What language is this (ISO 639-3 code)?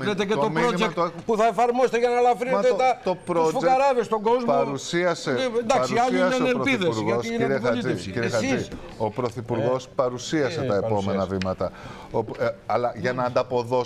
ell